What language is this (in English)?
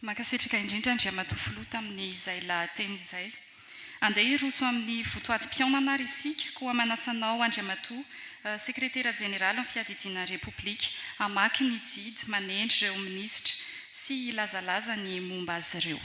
Malagasy